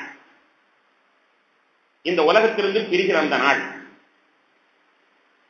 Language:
Tamil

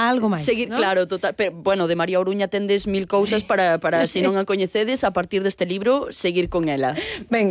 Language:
Galician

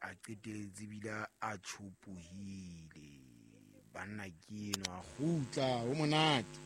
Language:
Southern Sotho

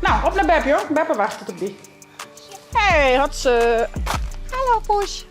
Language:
Western Frisian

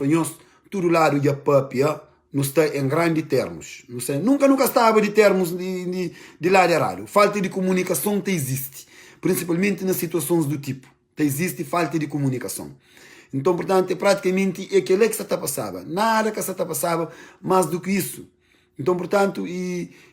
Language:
Kabuverdianu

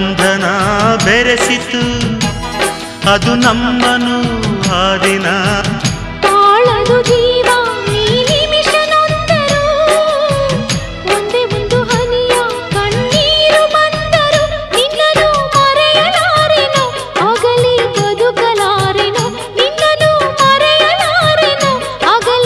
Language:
Kannada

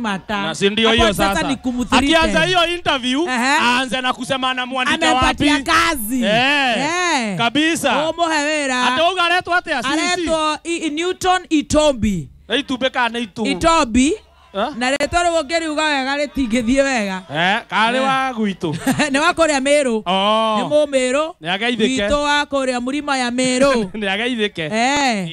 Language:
Kikuyu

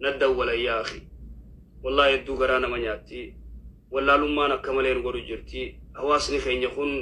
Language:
Oromo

